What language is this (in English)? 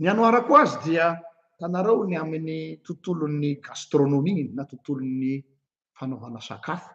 Malagasy